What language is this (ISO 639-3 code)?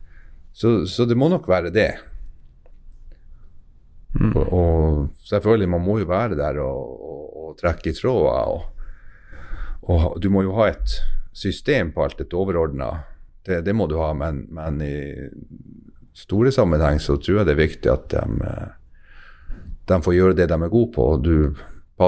nor